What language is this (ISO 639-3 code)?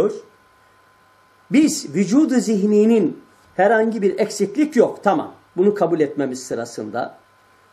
tur